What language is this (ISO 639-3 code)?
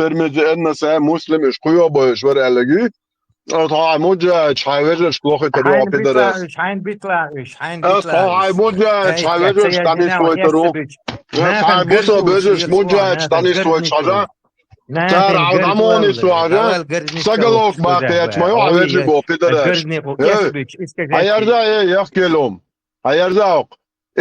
che